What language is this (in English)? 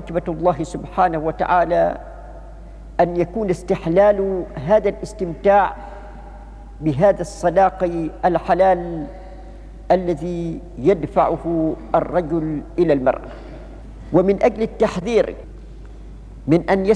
Arabic